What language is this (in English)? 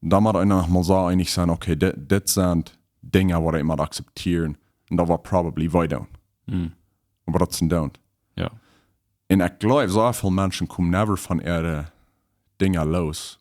Plautdietsch